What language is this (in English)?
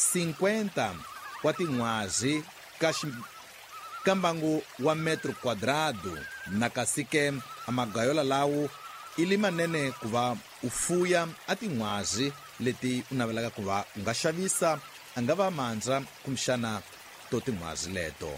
Tsonga